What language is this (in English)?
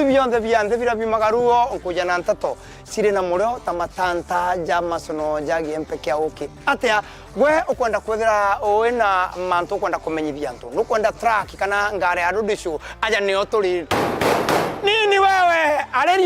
Meru